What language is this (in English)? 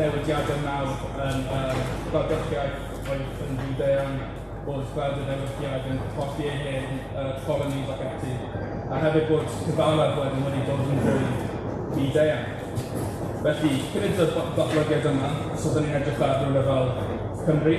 Welsh